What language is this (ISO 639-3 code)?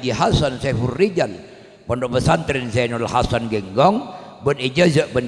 mad